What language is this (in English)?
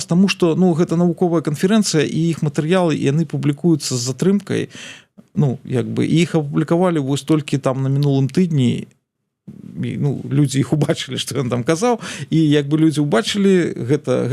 Belarusian